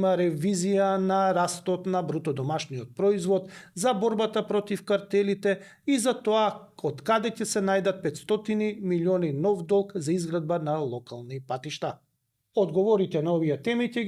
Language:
Macedonian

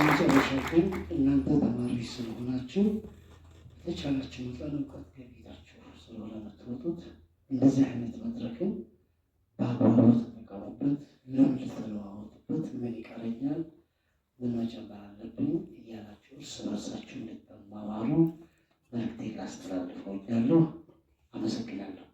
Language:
Amharic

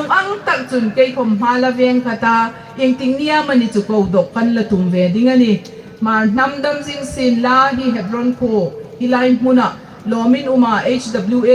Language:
Hmar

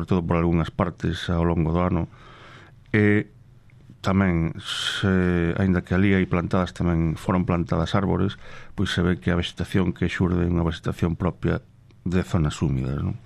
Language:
Galician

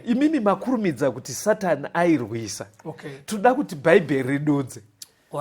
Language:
Shona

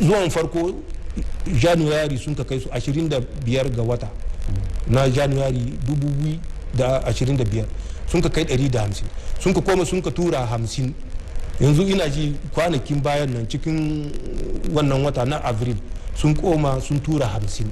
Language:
Hausa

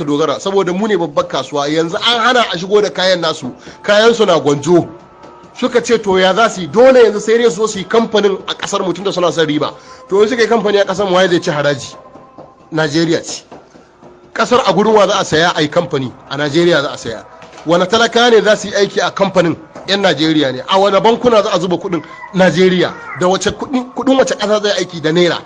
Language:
Hausa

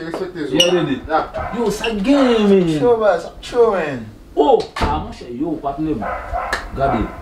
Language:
Haitian Creole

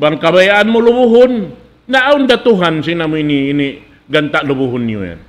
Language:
Tausug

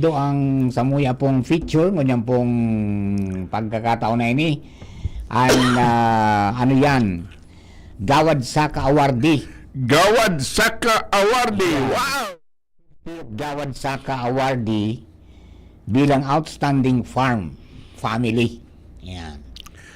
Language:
Bikol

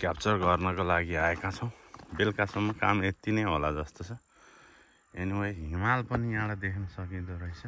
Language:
Nepali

